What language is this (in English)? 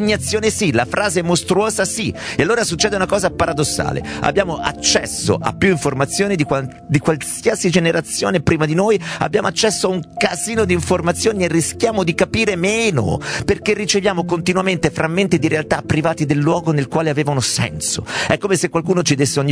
Italian